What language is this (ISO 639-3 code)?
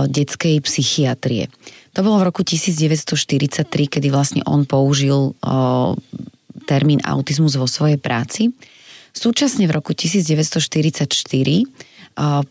slk